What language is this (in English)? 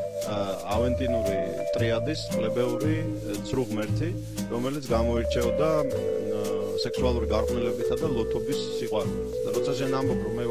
Georgian